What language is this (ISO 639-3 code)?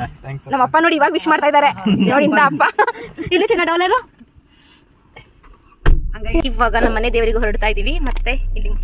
kan